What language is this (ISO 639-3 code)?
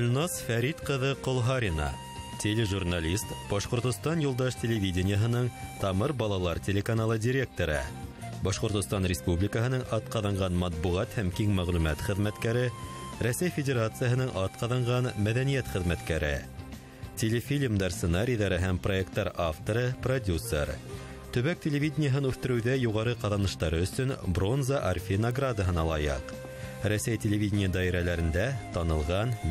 bak